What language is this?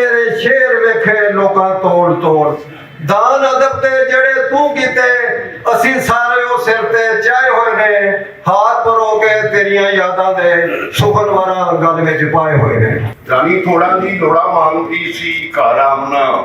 Western Panjabi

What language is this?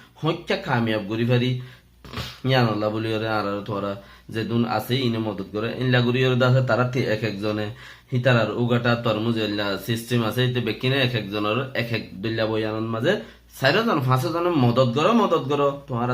Rohingya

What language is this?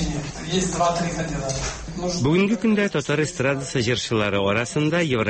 Tatar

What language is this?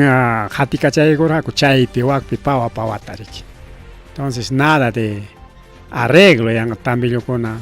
Ayacucho Quechua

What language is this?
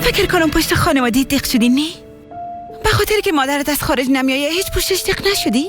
Persian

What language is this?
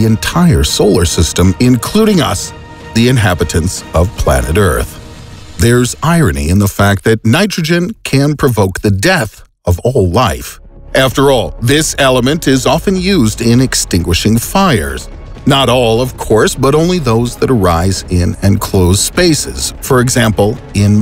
English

